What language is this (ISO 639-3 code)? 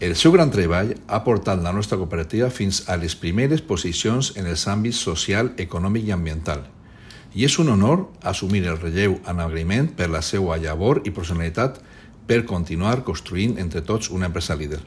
cat